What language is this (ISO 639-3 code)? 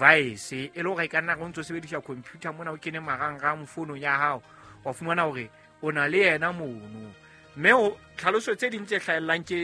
sot